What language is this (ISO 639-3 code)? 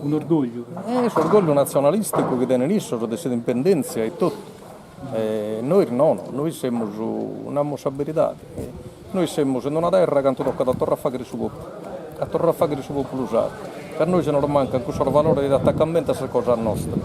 srd